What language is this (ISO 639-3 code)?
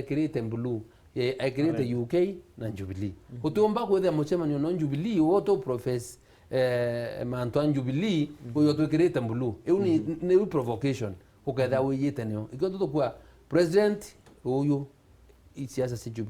mer